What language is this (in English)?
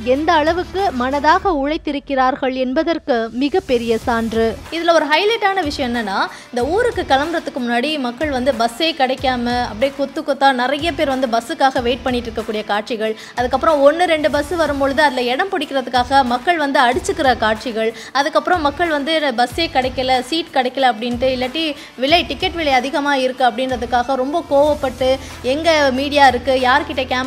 Tamil